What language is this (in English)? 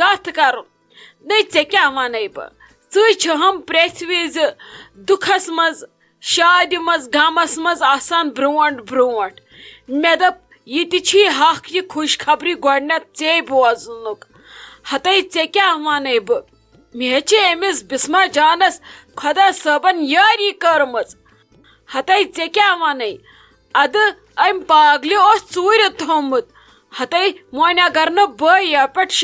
Kashmiri